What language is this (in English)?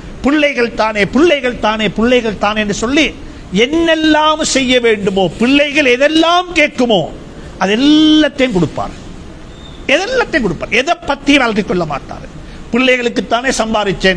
Tamil